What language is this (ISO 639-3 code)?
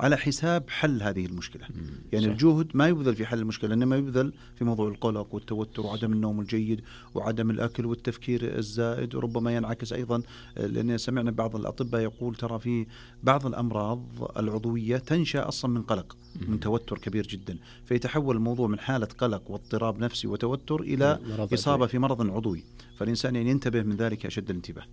ars